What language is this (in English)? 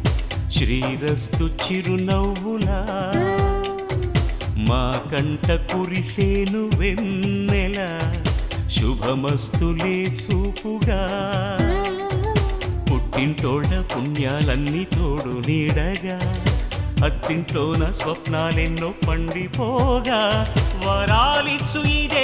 Telugu